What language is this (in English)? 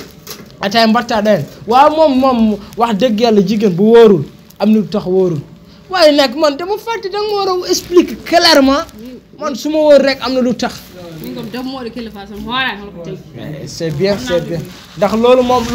Wolof